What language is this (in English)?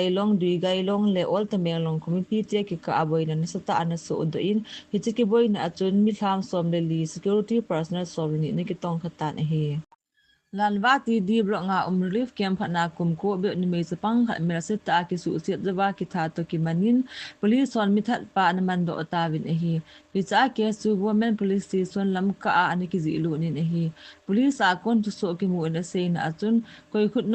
Thado Chin